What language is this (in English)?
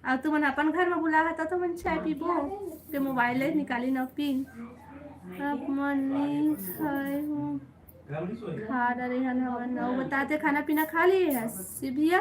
Chhattisgarhi